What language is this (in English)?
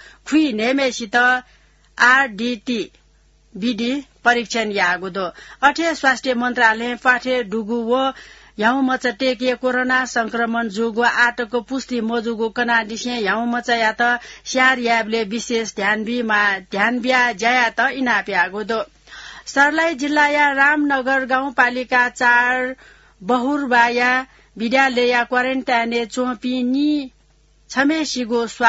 Newari